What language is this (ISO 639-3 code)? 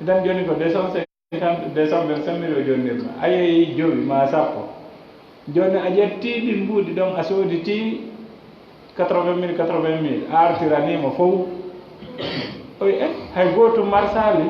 ful